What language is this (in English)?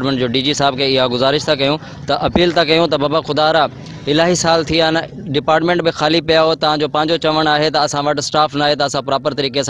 Sindhi